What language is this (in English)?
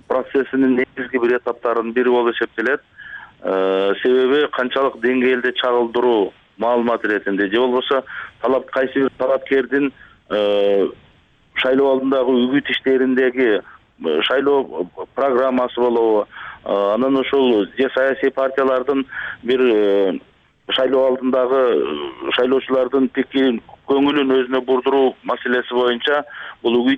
Kyrgyz